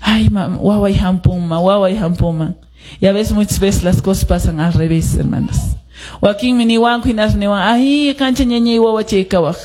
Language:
Quechua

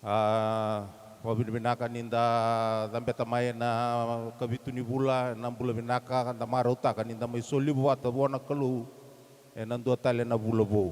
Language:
Fijian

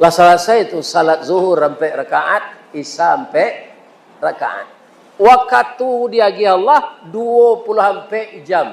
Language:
Minangkabau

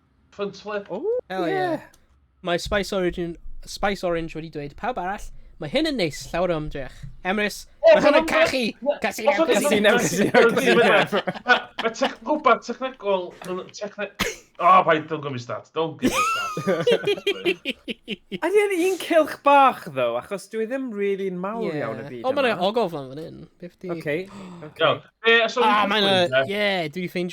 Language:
Welsh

